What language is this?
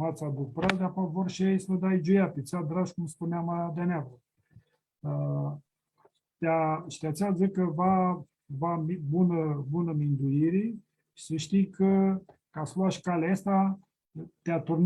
Aromanian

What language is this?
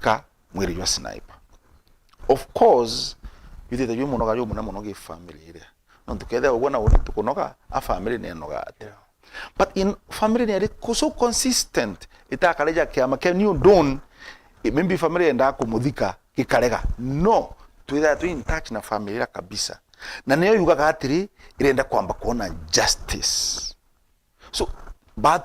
Meru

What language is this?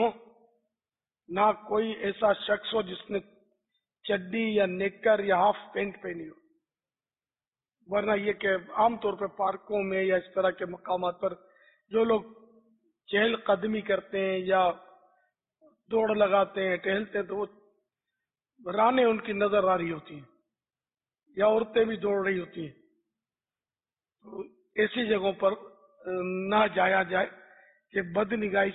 Urdu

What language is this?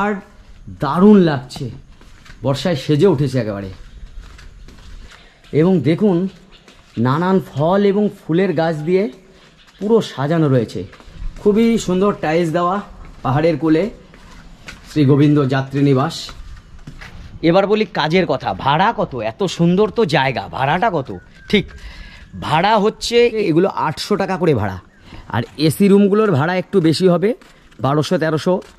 Bangla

